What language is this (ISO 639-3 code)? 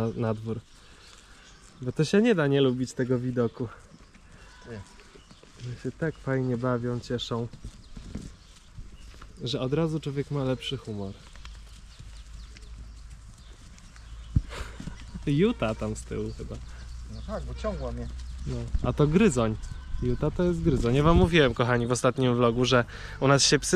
pol